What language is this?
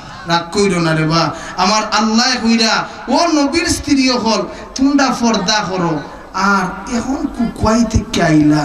Sylheti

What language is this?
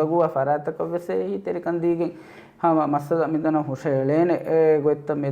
Divehi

